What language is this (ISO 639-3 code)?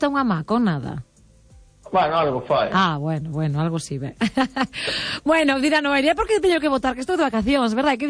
glg